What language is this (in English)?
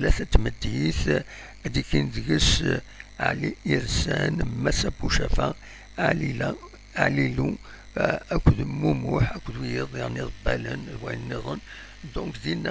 Kabyle